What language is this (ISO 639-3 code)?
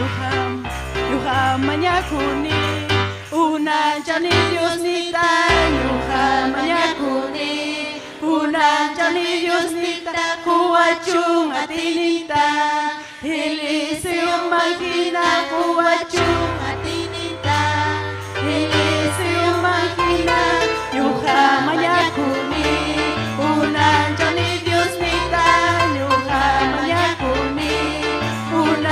quy